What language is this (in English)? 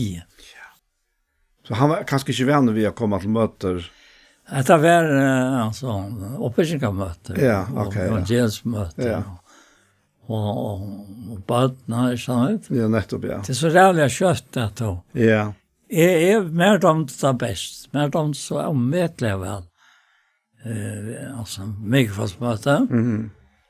Faroese